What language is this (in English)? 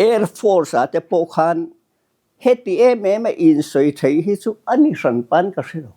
Mizo